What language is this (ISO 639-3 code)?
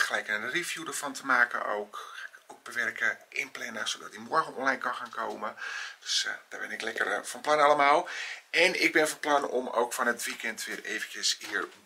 nld